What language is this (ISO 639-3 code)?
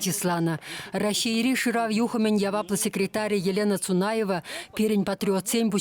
chv